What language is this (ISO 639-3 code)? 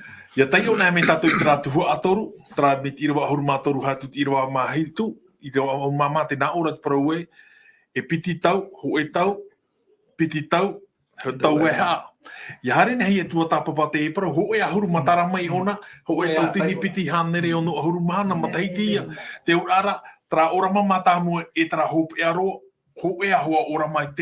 tah